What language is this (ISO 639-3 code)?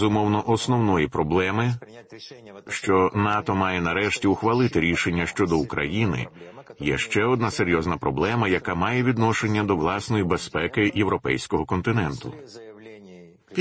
ukr